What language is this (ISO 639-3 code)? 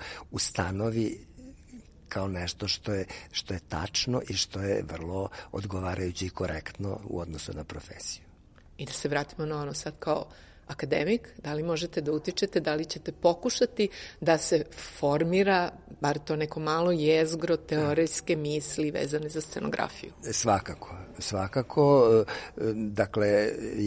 srp